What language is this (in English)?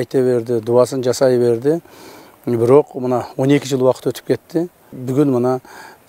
Kyrgyz